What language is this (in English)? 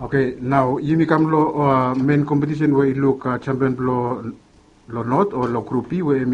Bislama